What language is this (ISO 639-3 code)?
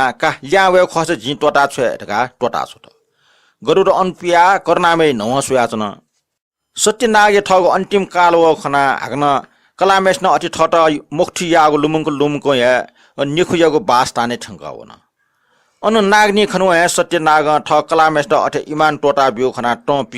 new